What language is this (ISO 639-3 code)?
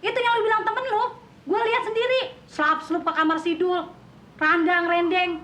bew